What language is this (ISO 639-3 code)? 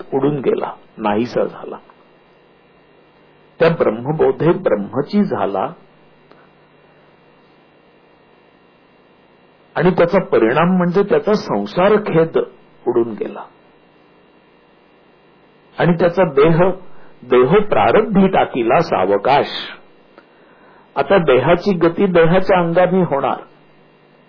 mar